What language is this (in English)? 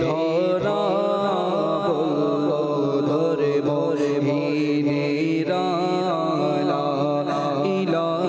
Bangla